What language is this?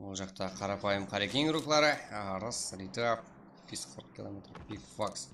Kara-Kalpak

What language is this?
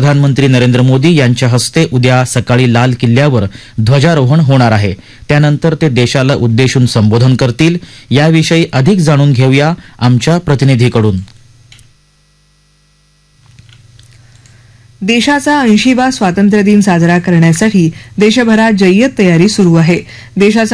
Marathi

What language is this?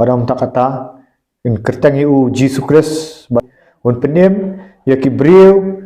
Khasi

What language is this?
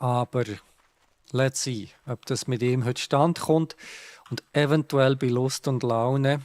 Swiss German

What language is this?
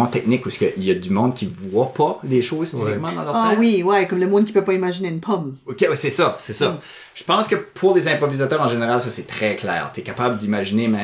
French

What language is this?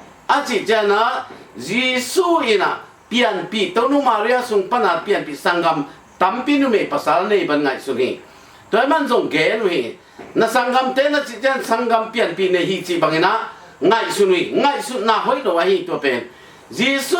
Tedim Chin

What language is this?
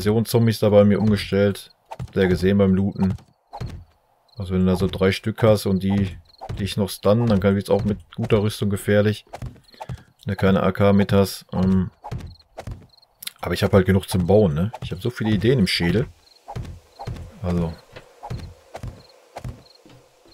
German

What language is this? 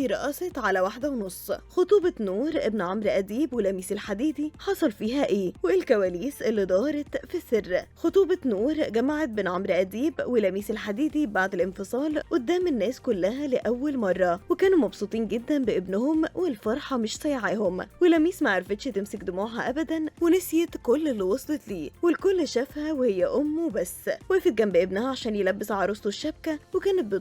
Egyptian Arabic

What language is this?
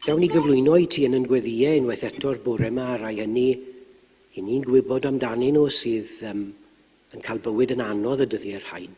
Welsh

